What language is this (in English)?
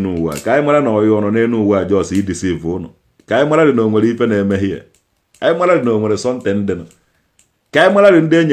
Igbo